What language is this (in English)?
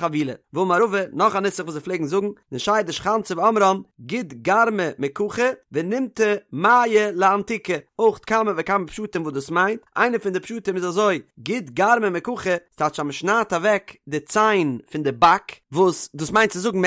Yiddish